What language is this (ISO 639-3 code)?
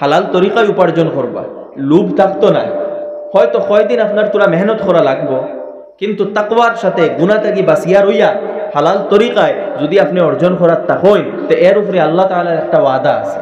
syl